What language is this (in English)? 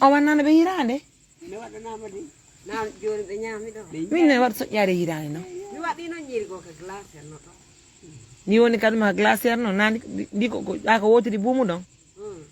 Fula